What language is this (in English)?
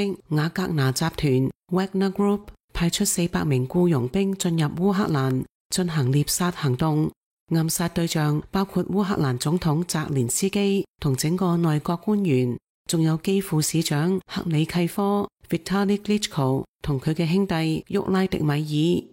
Cantonese